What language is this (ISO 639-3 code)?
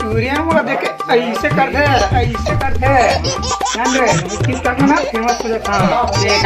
hne